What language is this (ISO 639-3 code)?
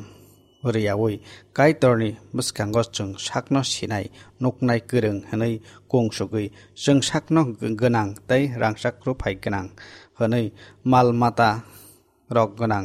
trp